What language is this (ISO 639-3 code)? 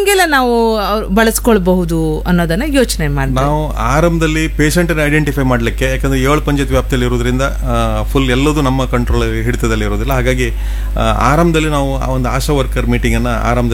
kan